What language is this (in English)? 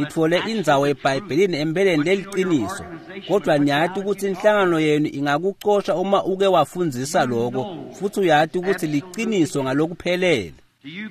Swati